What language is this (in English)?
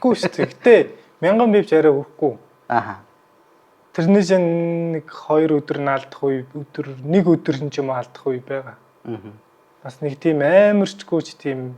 Mongolian